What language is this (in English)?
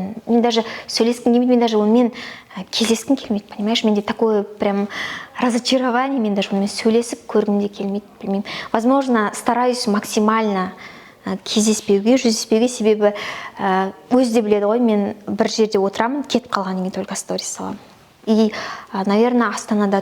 Kazakh